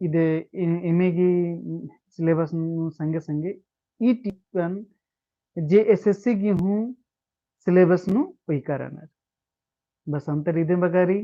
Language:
Kurukh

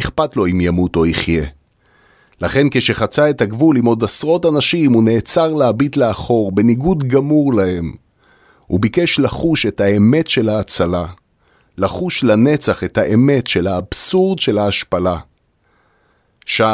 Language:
Hebrew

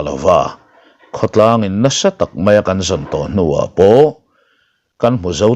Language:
Mizo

